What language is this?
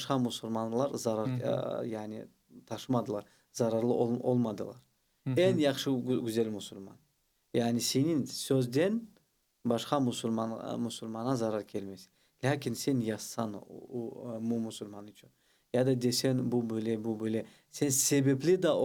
Crimean Tatar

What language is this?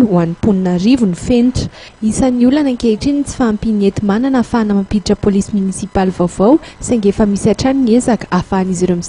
Malagasy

